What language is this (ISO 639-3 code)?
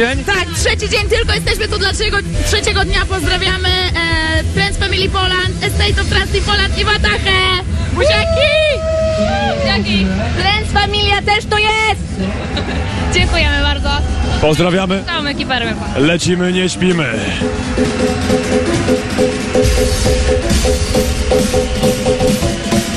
pol